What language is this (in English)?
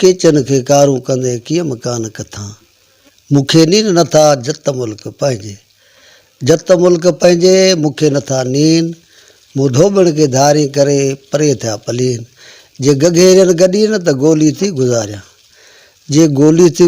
Sindhi